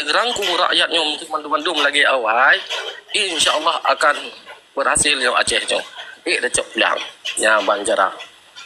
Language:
Achinese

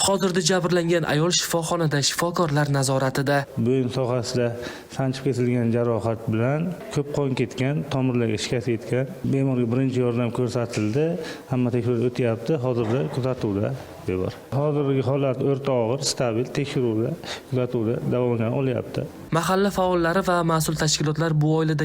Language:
Uzbek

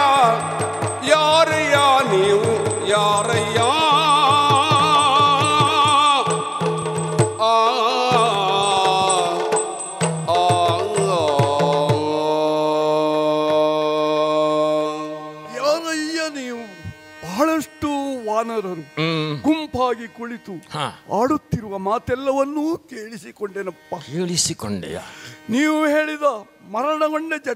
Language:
Kannada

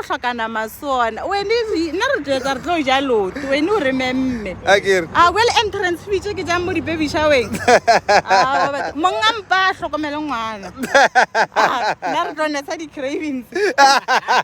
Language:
Northern Sotho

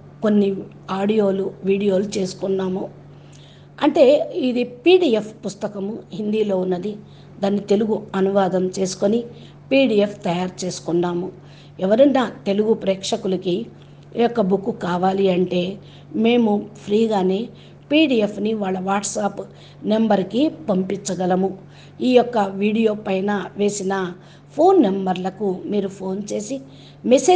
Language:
Telugu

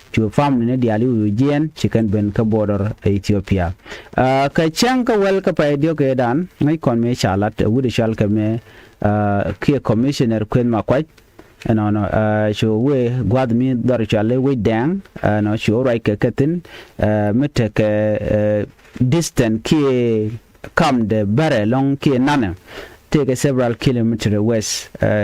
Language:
Nuer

